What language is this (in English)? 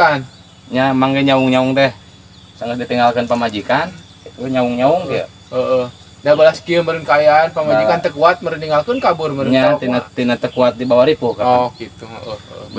Sundanese